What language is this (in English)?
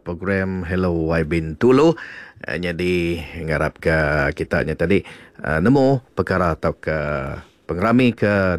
Iban